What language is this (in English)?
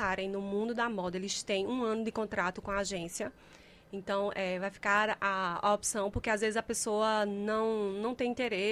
Portuguese